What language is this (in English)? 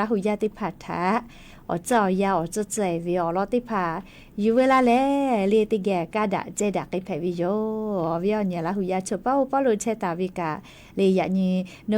Lahu